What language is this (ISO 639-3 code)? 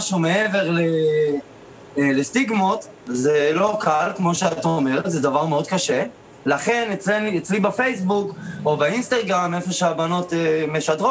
heb